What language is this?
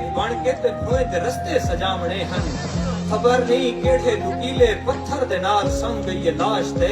Saraiki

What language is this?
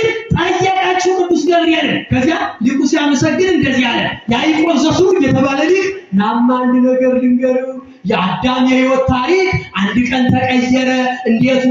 Amharic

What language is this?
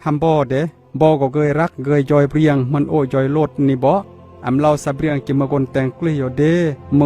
Khmu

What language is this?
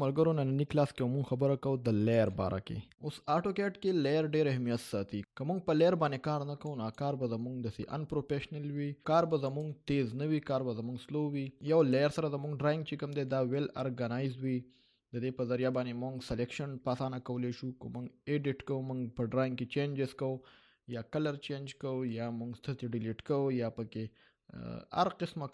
Pashto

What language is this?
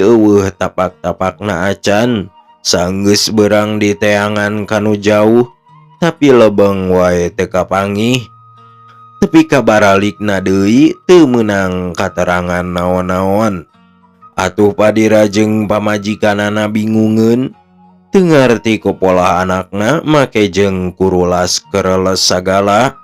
Sundanese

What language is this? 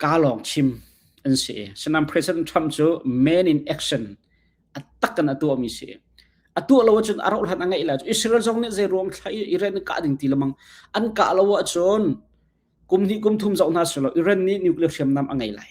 Hakha Chin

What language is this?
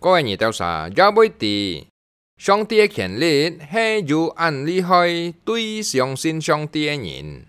Hakka Chinese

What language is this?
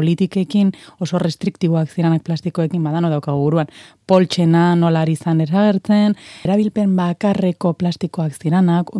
Basque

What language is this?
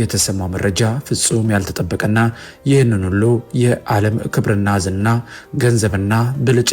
Amharic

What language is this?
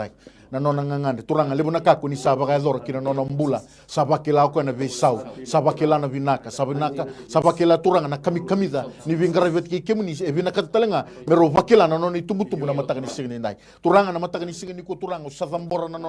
Fijian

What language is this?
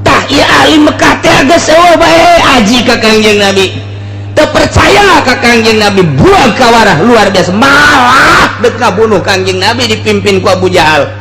Sundanese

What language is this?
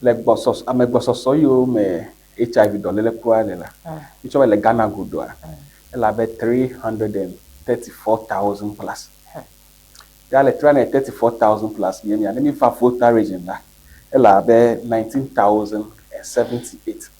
Ewe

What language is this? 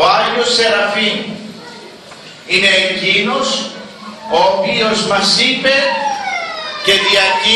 Greek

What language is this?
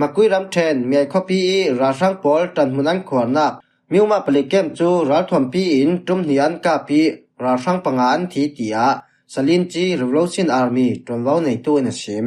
Falam Chin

